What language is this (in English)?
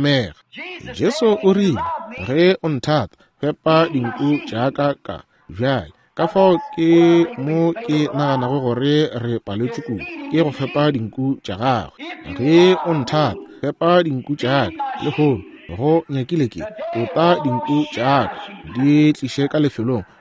Northern Sotho